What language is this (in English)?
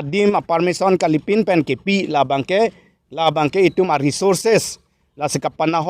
Karbi